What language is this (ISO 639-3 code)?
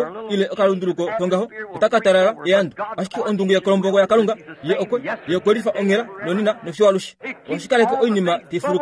kua